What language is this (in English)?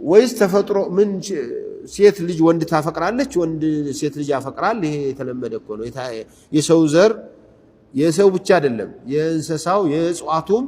Amharic